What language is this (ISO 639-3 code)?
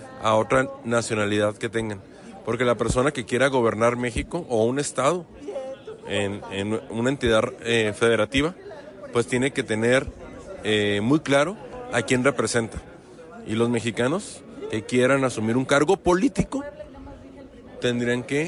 spa